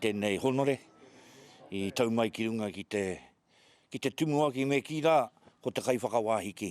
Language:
Māori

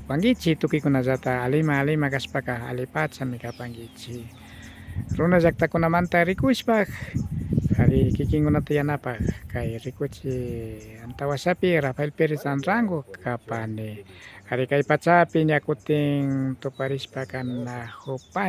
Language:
Imbabura Highland Quichua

